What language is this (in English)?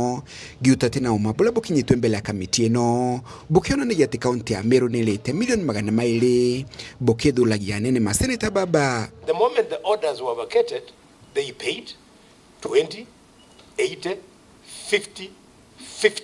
Meru